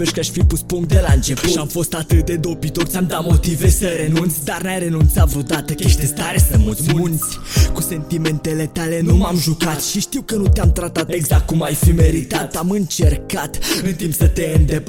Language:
Romanian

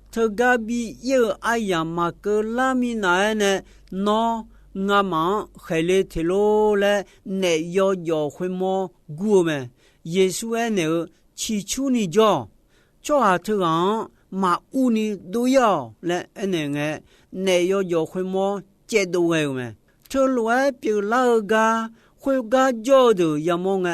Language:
Akha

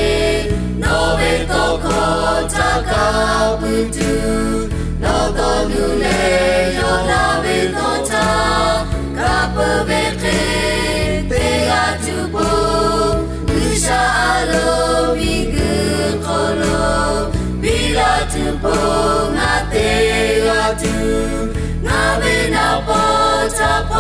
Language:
Lahu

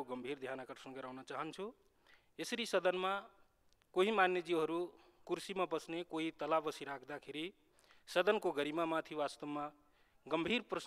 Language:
Nepali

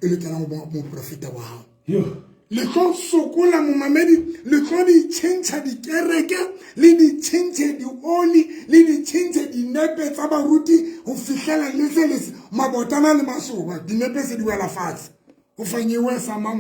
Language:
Southern Sotho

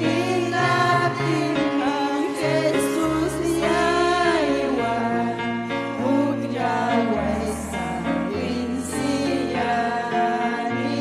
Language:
Ayacucho Quechua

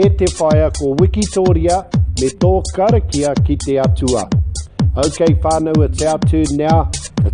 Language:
Māori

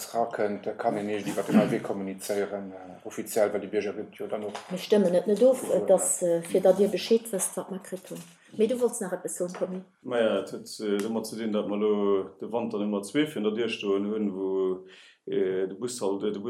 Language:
Luxembourgish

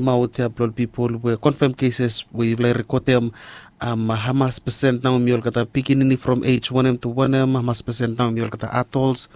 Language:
Bislama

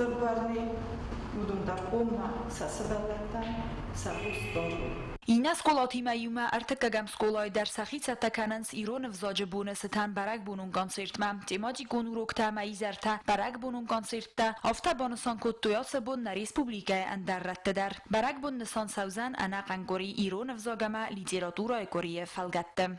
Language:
Ossetic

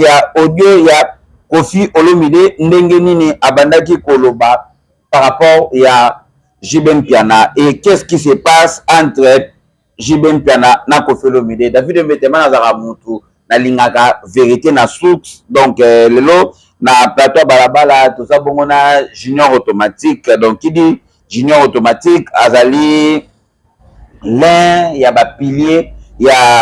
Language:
Lingala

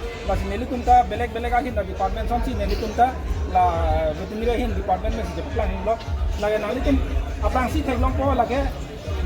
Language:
Karbi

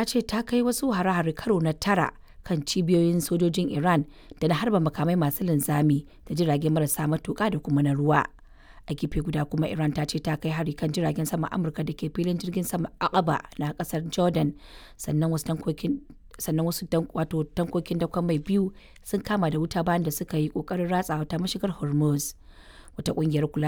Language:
Hausa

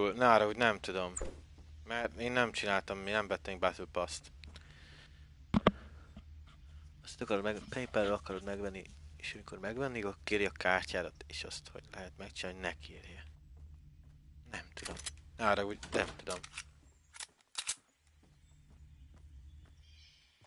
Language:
Hungarian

